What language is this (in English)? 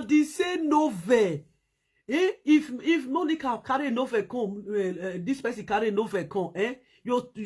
Nigerian Pidgin